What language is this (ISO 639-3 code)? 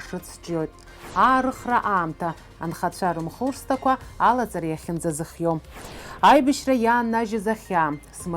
abk